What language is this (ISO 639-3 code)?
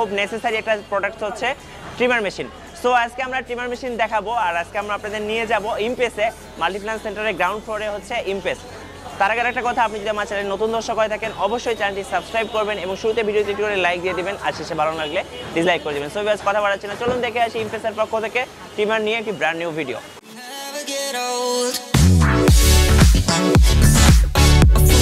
ben